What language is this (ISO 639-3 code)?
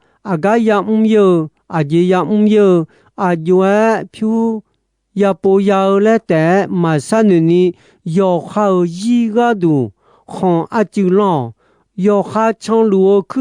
ahk